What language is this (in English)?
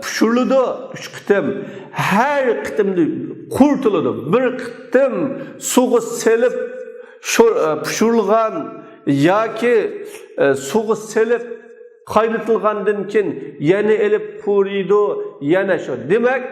Uyghur